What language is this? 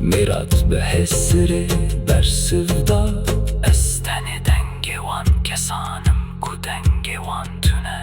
Kurdish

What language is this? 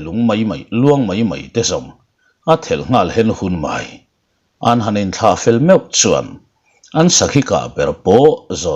Mizo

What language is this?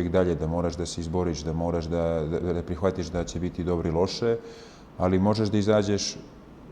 Bosnian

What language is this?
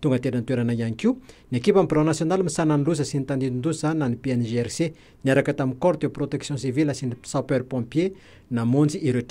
Malagasy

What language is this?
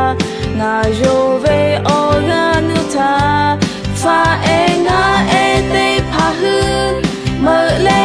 Lahu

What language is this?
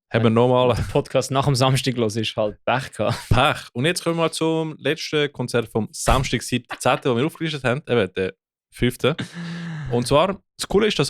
Swiss German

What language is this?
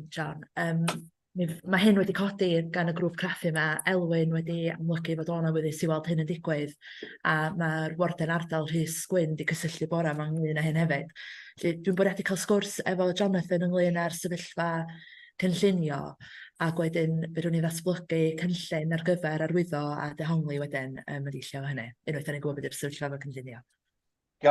Welsh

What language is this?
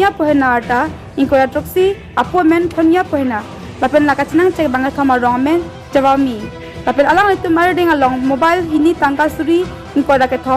Karbi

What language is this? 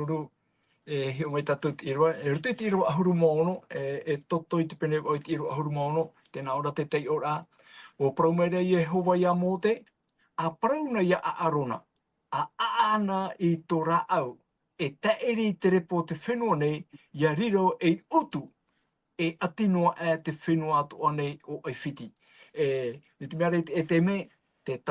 Tahitian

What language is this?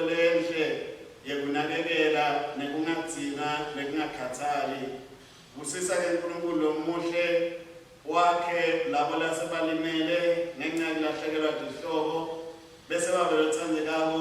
Swati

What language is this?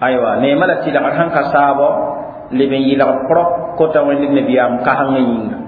Mossi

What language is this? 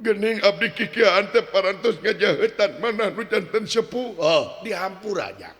Sundanese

